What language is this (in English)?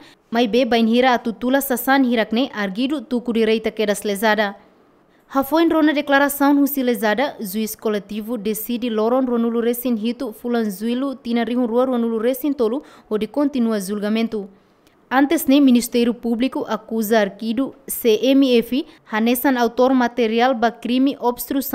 Tetum